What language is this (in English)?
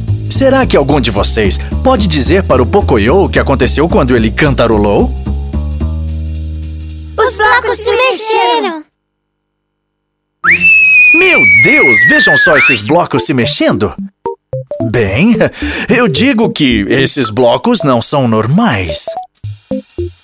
Portuguese